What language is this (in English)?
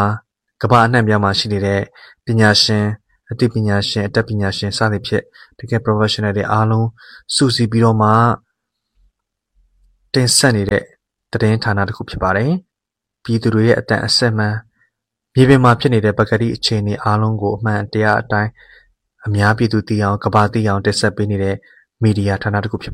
Burmese